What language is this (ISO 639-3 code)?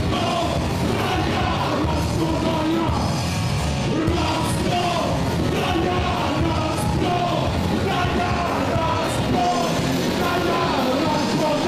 srp